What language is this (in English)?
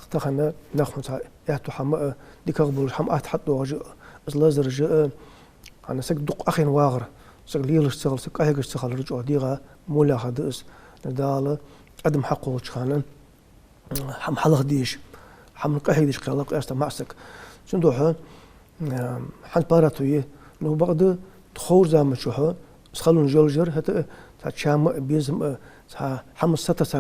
Ingush